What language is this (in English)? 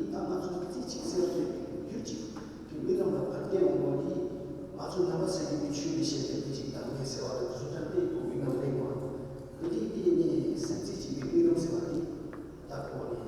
Tibetan